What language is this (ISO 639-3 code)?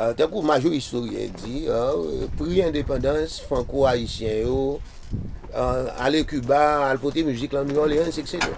hat